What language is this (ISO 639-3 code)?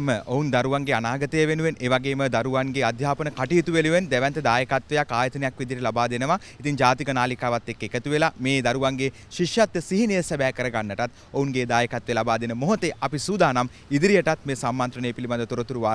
sin